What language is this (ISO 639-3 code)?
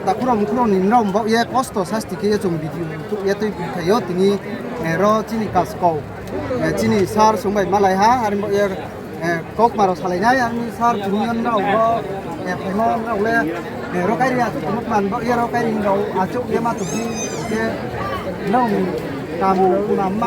ria